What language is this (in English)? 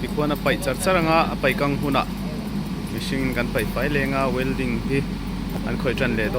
Mizo